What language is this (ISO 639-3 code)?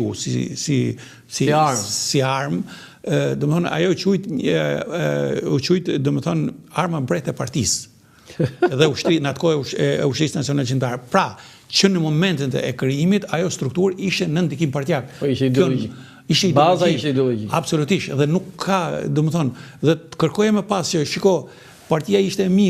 sqi